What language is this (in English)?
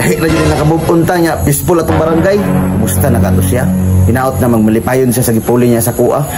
Cebuano